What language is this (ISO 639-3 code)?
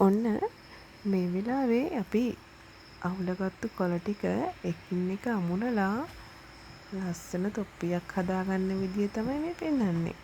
sin